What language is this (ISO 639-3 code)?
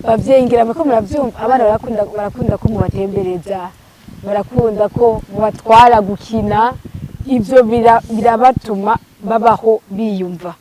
run